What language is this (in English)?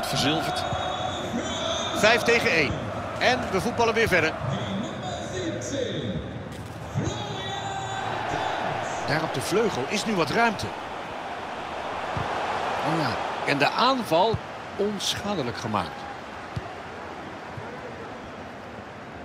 Dutch